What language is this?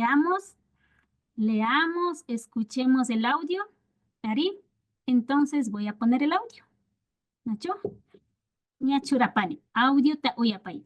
Imbabura Highland Quichua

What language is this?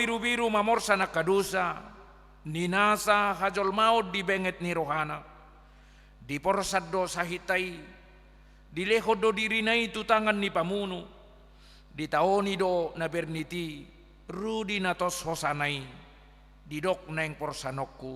Batak Toba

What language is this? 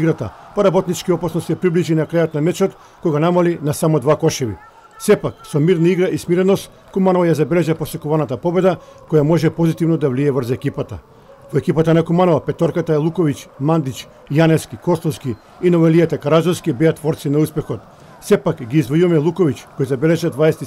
Macedonian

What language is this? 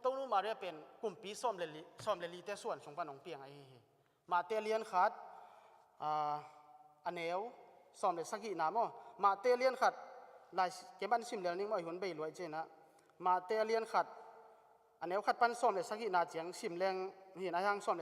Tedim Chin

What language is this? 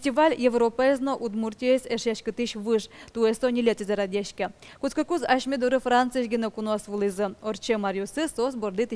Udmurt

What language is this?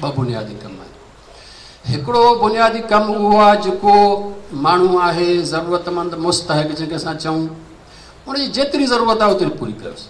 Sindhi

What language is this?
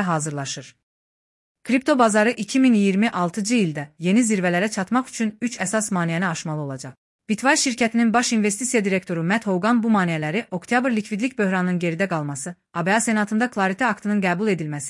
Azerbaijani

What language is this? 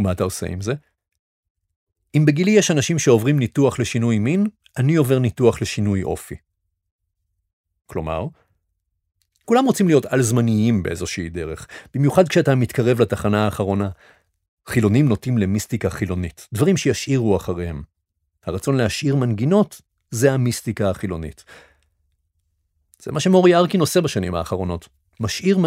Hebrew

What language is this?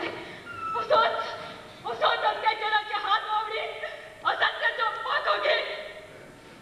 Konkani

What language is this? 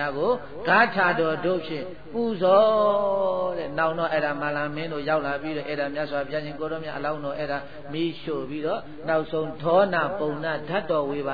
Burmese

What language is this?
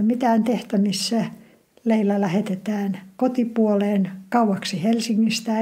Finnish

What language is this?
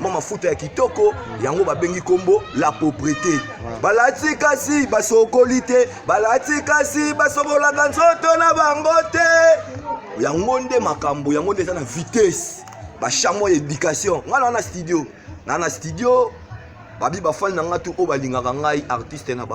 Lingala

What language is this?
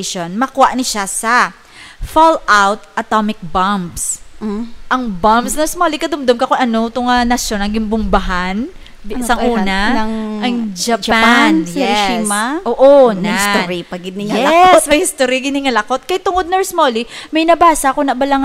Hiligaynon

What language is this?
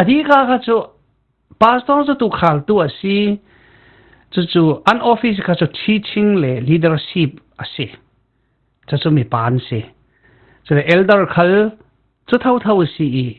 Falam Chin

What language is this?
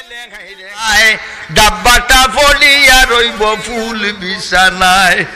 Sylheti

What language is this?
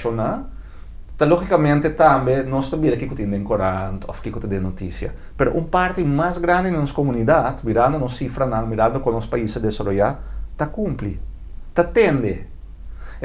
Papiamento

